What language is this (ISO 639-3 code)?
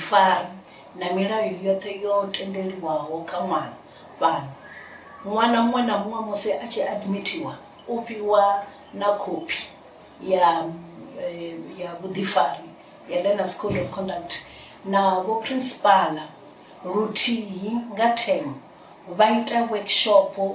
ven